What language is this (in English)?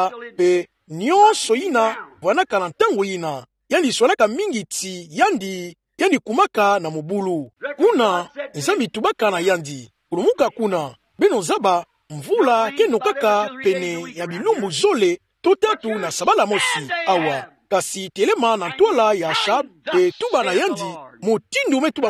Kituba (Democratic Republic of Congo)